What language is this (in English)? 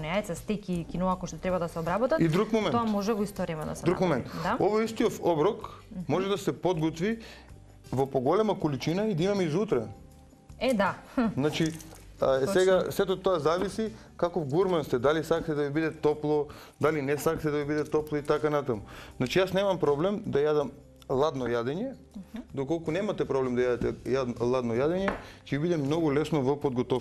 Macedonian